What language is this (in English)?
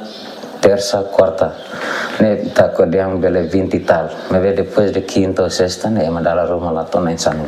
Tetum